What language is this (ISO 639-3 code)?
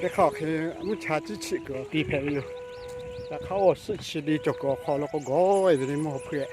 lhu